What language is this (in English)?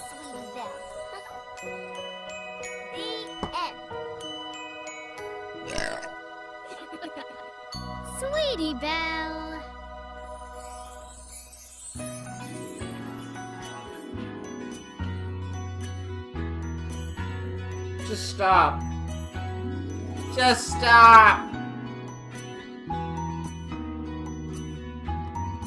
English